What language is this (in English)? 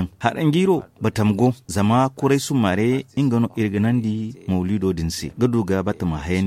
Zarma